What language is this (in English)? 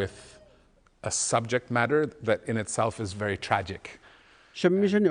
Kalaallisut